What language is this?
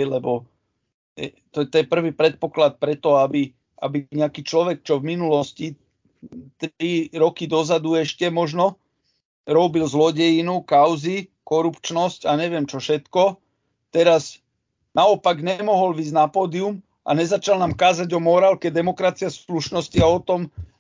Slovak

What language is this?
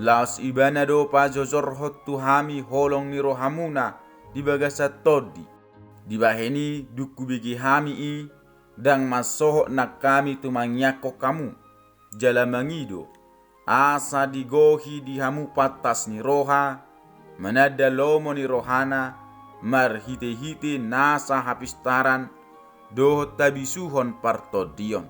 Batak Toba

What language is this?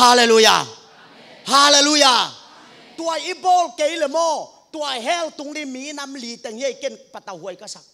Tedim Chin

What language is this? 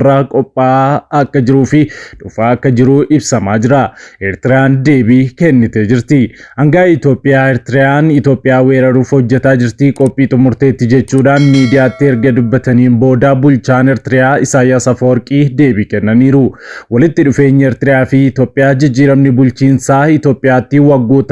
Oromo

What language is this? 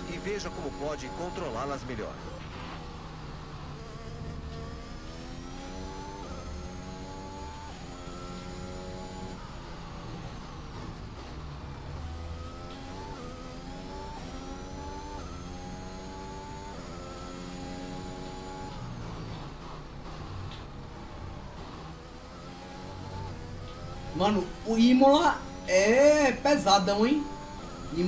Portuguese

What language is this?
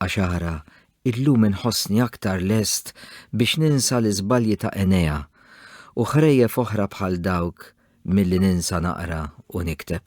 Maltese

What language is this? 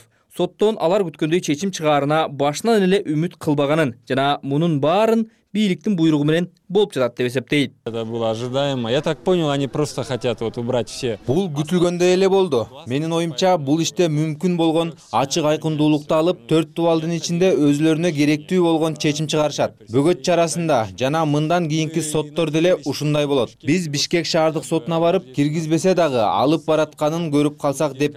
Kyrgyz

